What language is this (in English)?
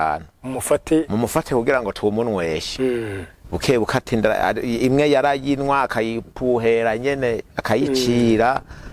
Rundi